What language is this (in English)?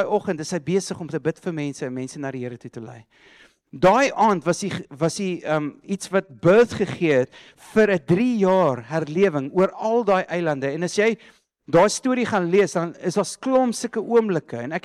Afrikaans